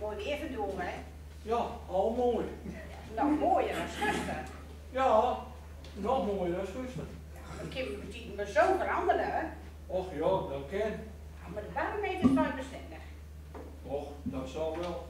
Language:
Gronings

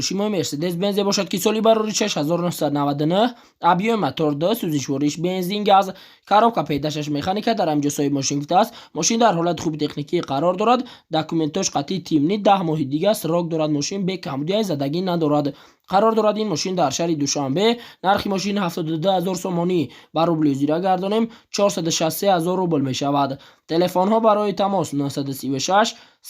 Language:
Tajik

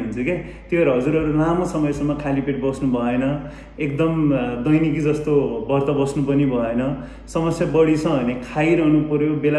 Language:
Nepali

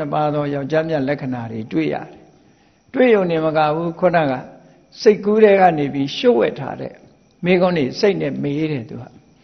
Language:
Burmese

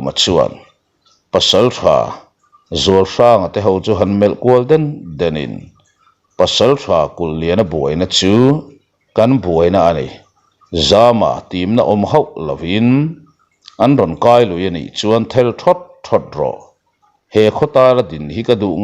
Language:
Mizo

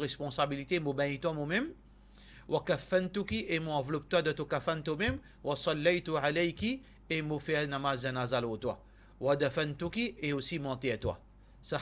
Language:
Morisyen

